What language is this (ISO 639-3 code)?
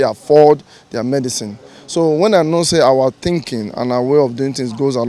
pcm